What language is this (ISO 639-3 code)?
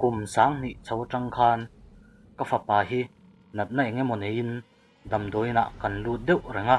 lus